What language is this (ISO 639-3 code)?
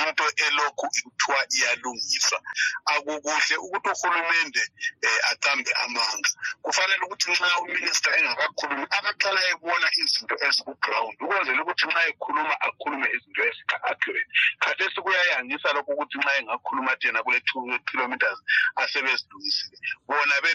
nde